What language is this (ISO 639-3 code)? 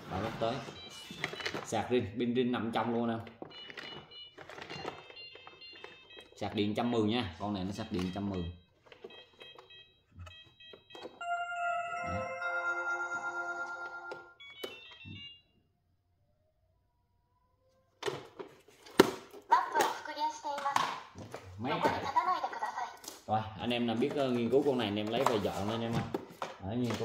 vie